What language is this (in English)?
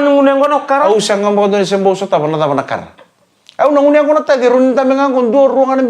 Fijian